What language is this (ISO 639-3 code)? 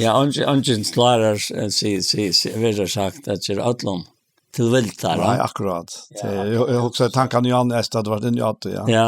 fao